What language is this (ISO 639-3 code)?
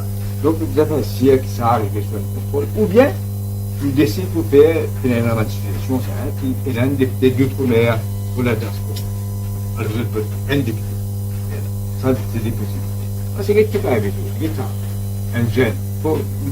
mfe